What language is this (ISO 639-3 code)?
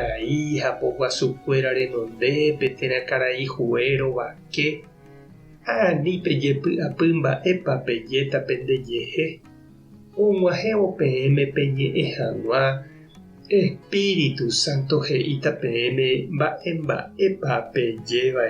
grn